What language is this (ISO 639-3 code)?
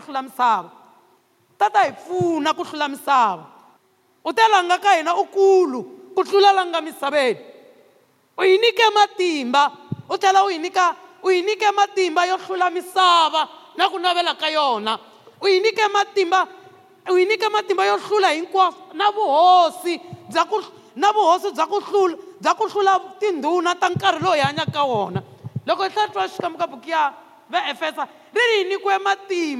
tso